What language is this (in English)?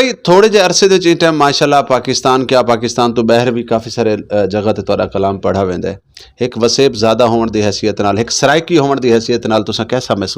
Saraiki